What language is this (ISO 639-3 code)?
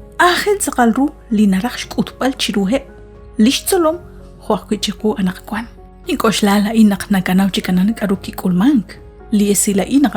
kek